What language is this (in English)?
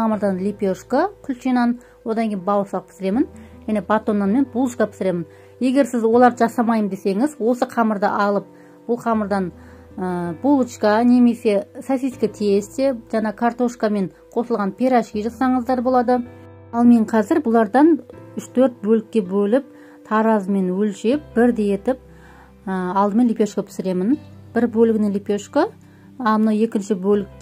Kazakh